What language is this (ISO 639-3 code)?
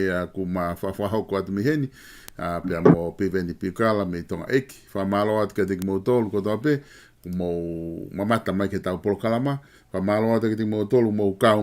ton